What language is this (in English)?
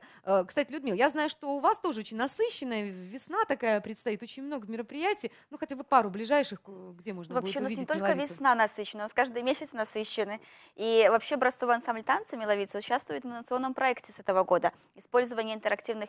Russian